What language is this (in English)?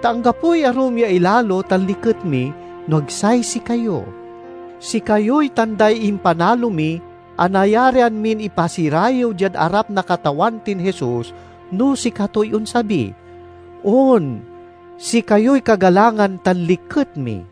Pangasinan